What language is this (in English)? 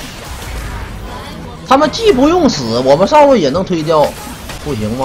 Chinese